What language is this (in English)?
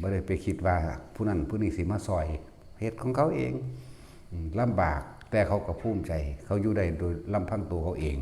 Northeastern Thai